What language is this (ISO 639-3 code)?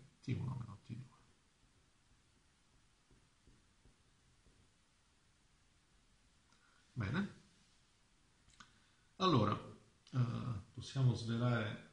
ita